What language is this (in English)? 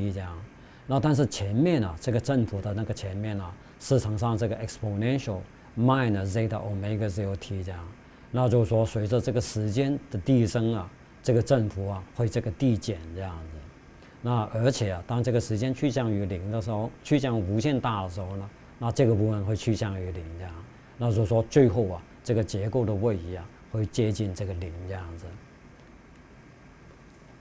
Chinese